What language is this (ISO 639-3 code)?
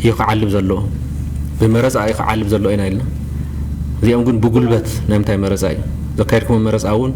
tir